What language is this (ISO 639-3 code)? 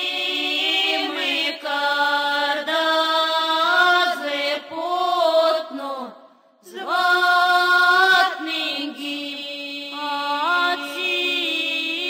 myv